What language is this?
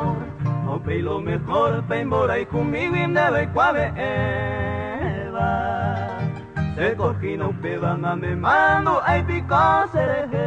Guarani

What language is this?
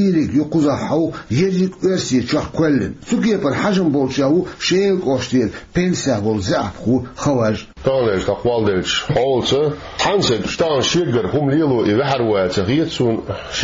Chechen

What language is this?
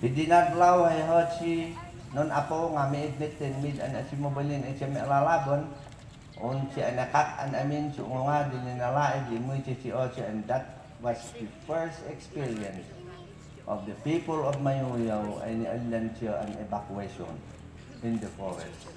Mayoyao Ifugao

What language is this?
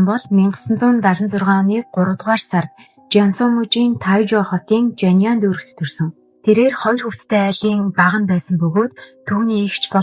Mongolian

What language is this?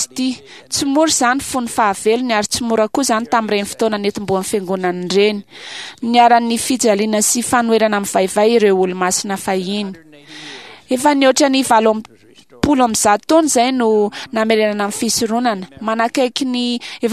Malagasy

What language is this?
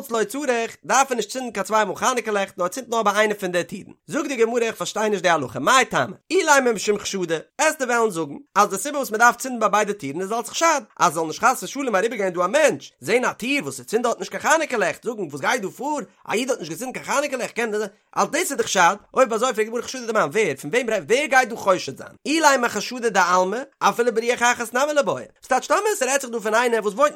Yiddish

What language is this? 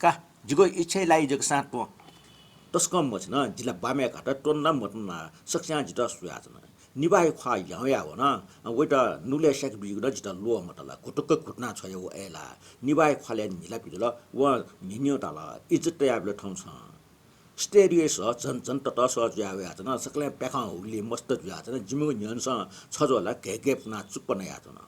Newari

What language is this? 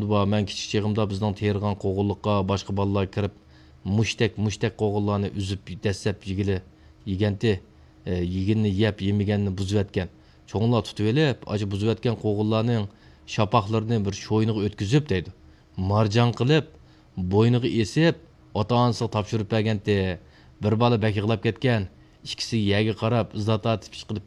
Uyghur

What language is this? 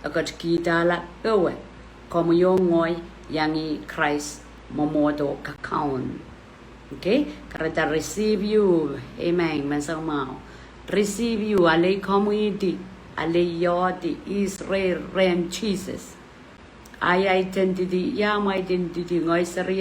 Pohnpeian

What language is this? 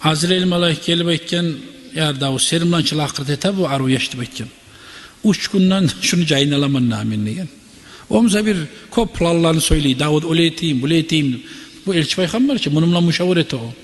Kumyk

